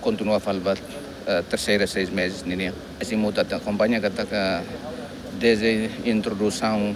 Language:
Tetum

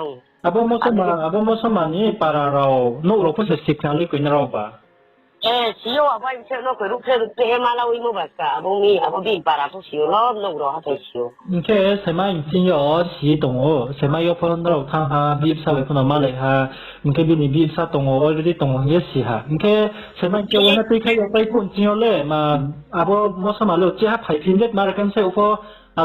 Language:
Riang (India)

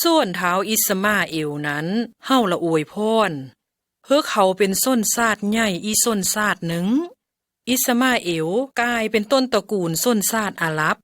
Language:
Lao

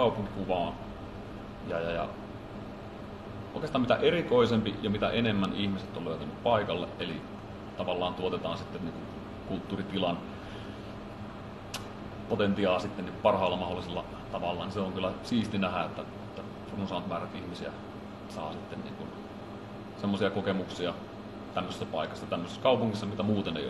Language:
Finnish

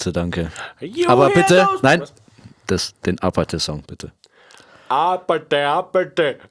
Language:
Bavarian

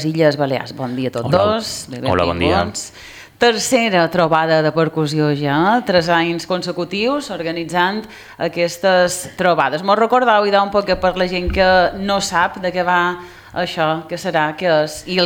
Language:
Catalan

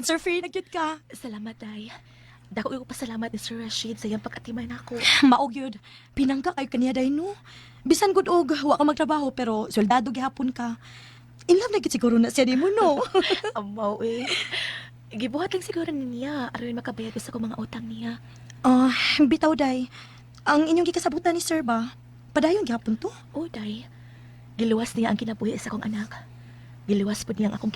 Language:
Cebuano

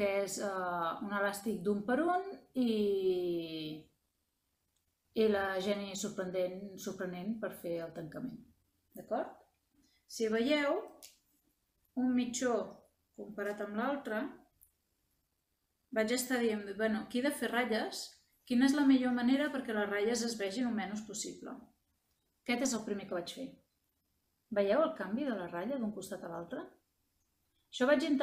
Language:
Catalan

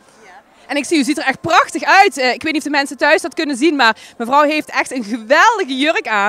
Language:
Dutch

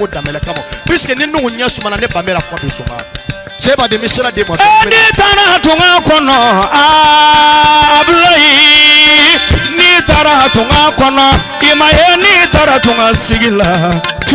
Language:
Bambara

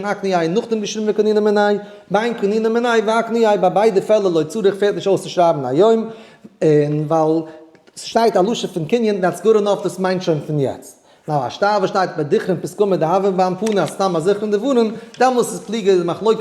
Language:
Yiddish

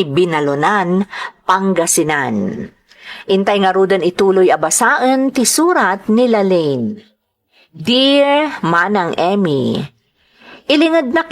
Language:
Iloko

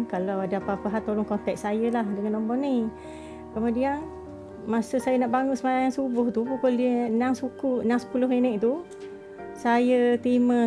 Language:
Malay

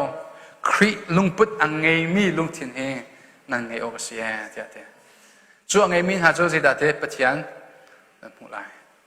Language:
Hakha Chin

